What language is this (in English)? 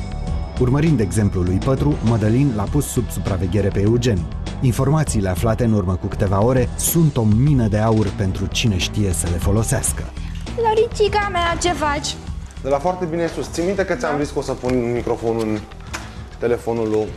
Romanian